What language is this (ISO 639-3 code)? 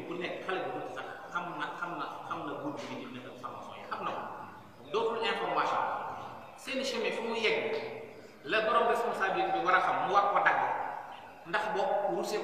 wol